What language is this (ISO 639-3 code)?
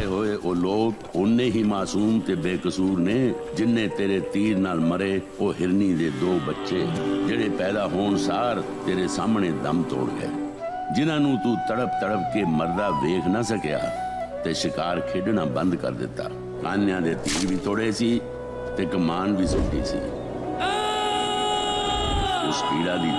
pan